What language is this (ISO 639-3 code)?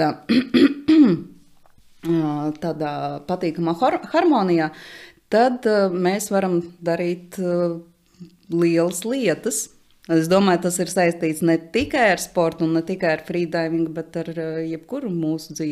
lav